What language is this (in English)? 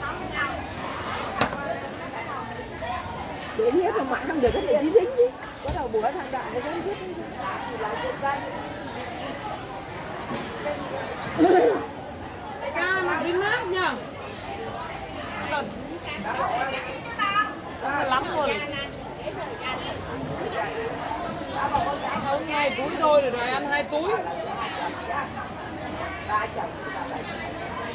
Vietnamese